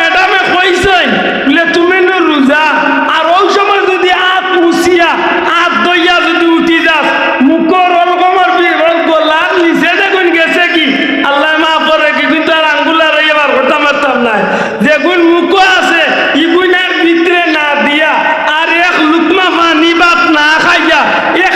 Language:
Sylheti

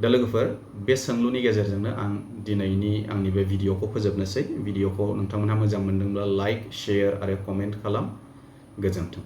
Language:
Bodo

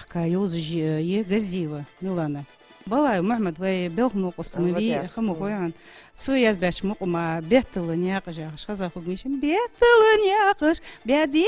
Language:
Ingush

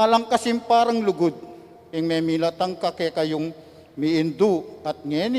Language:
Pampanga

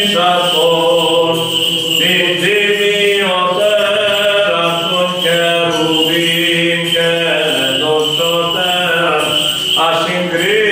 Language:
Greek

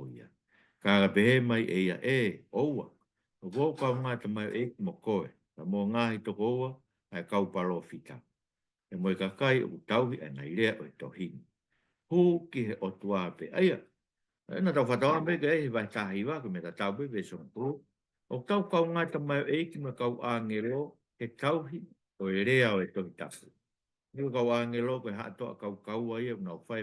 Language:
Tongan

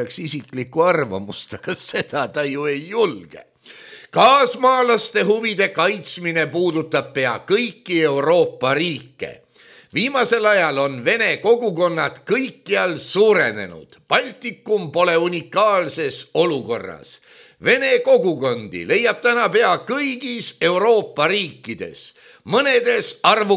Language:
Estonian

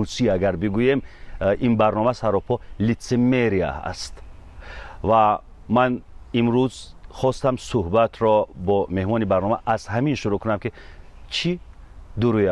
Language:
Tajik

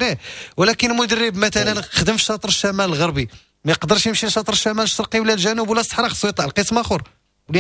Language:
Moroccan Arabic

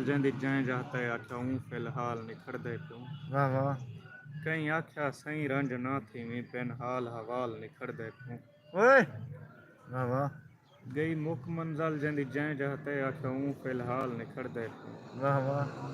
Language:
Saraiki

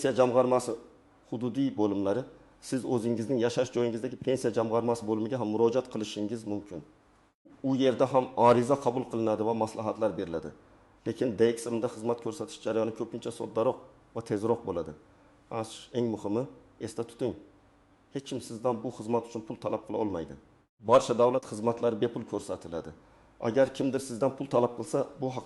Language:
Uzbek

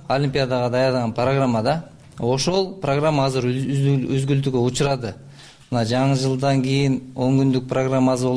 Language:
Kyrgyz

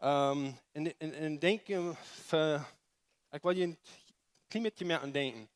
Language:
Plautdietsch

